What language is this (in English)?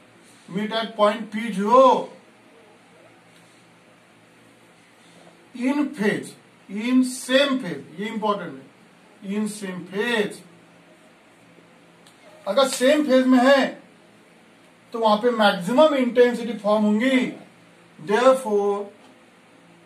Hindi